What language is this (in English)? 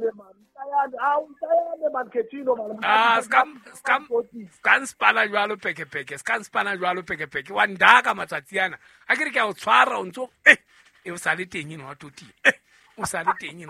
Southern Sotho